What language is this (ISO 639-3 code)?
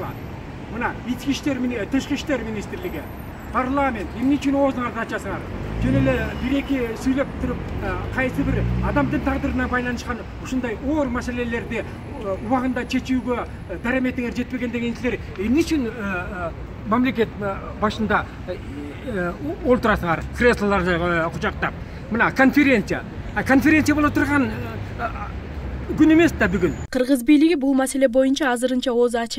kir